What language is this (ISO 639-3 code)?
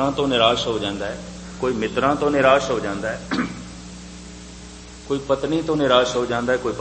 pan